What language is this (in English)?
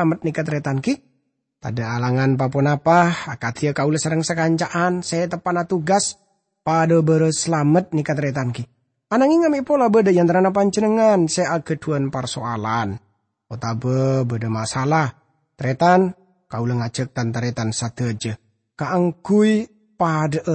Madurese